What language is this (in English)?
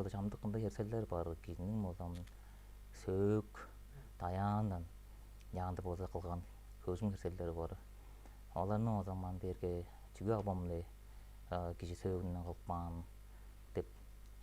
Tuvinian